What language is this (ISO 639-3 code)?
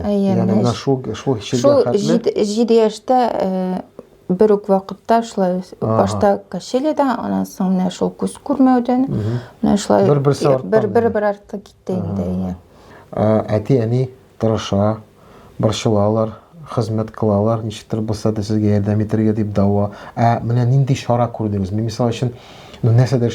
tat